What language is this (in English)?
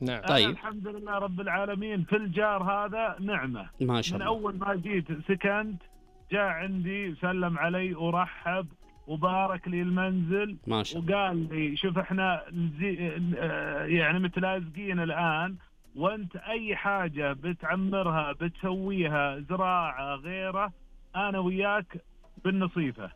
Najdi Arabic